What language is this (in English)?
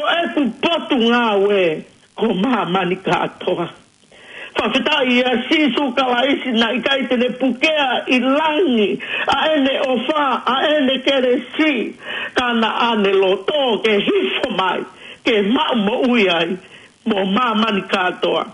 Tongan